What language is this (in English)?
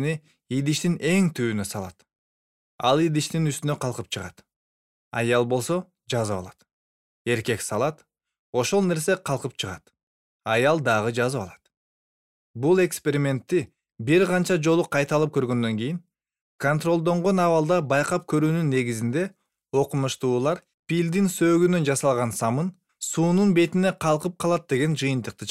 Kyrgyz